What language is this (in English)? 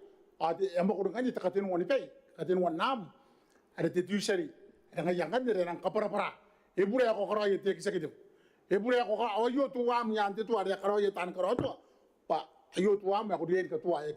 Gilbertese